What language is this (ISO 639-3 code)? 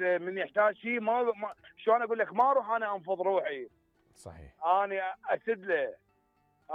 acm